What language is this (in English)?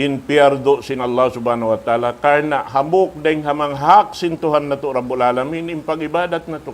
Tausug